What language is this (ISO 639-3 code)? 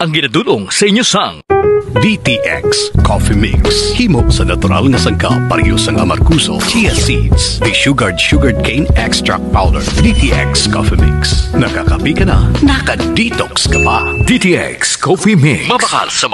hil